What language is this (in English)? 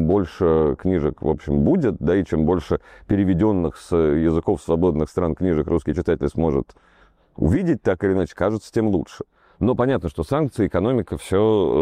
Russian